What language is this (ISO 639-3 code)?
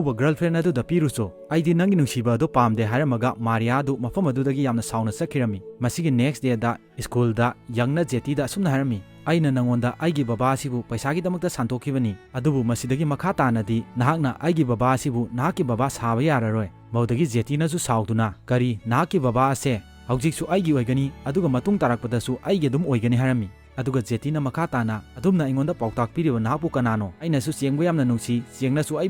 mni